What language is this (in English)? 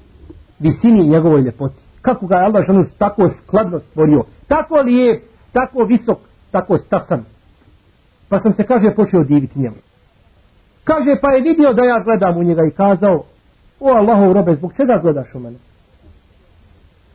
Bosnian